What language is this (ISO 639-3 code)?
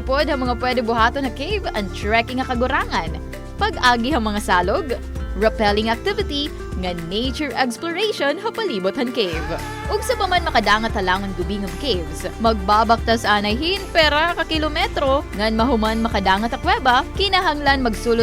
war